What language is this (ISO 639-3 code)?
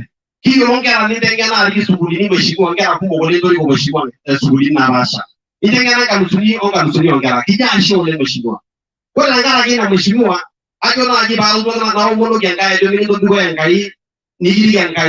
mas